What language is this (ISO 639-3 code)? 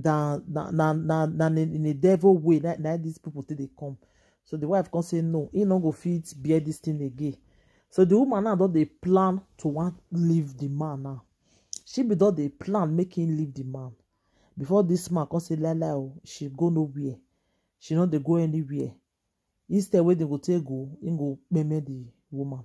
pcm